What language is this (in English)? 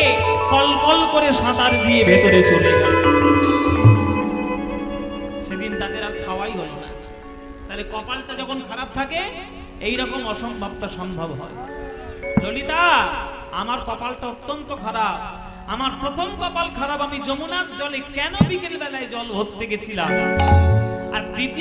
Bangla